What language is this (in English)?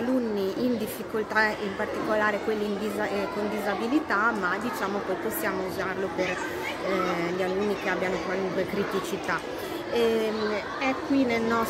Italian